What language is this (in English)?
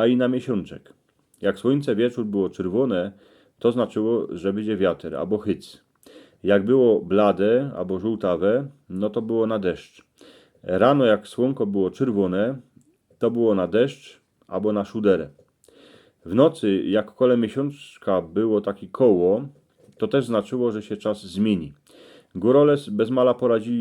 Silesian